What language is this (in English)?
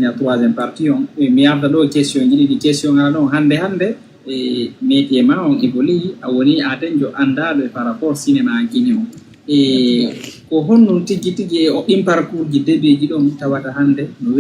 Fula